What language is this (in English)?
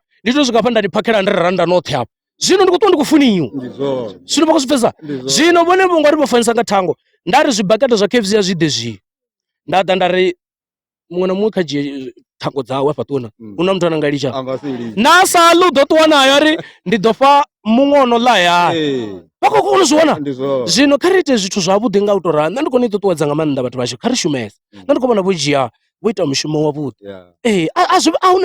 Venda